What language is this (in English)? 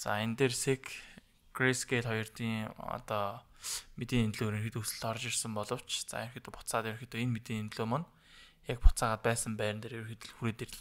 Mongolian